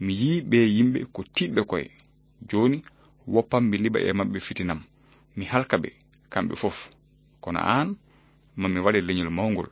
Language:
Fula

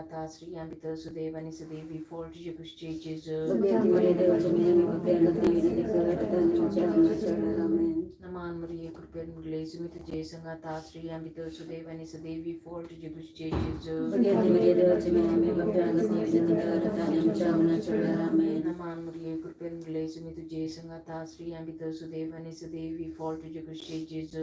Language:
Konkani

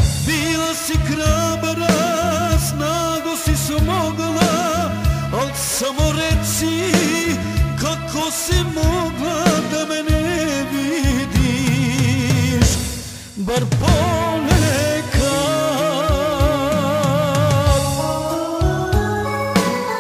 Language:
Serbian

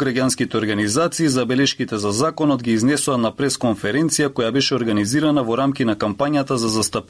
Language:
Macedonian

